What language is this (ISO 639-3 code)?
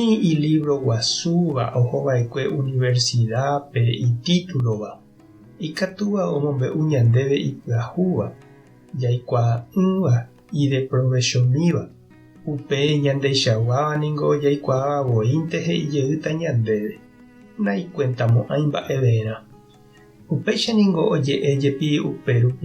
grn